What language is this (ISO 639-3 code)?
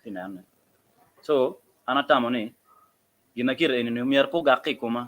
ach